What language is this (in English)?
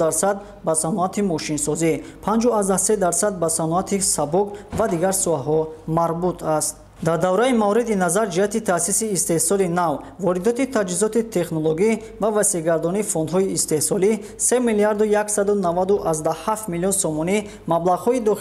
Tajik